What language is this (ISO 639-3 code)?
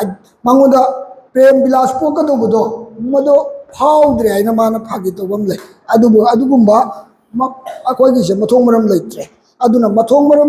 mni